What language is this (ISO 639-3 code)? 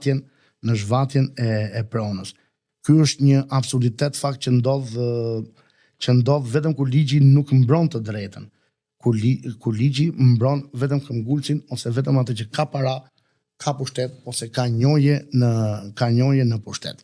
sqi